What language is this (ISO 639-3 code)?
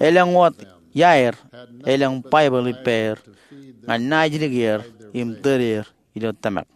mah